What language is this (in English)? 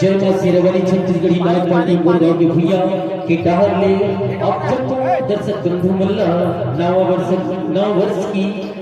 Chhattisgarhi